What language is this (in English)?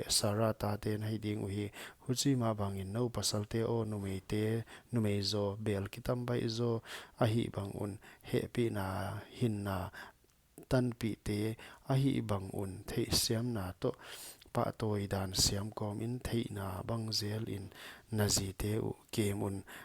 Paite Chin